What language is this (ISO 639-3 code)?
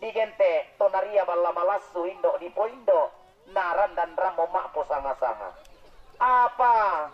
sda